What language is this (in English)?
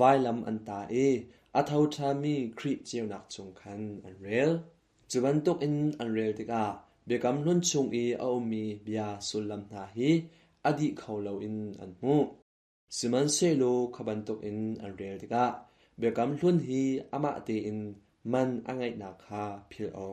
Hakha Chin